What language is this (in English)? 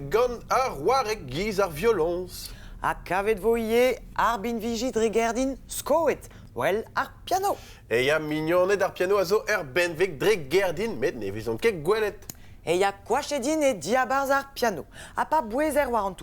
Breton